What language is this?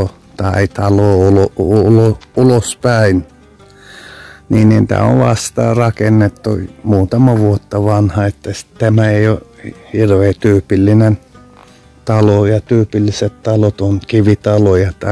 Finnish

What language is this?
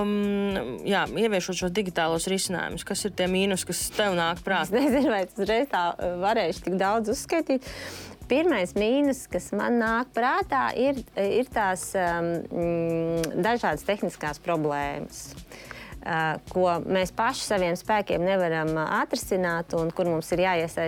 Latvian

